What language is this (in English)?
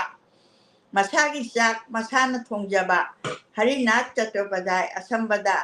Manipuri